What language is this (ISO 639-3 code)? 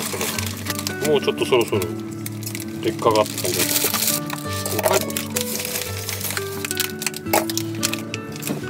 jpn